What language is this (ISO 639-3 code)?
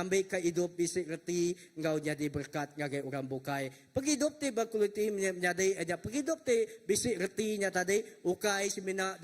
iba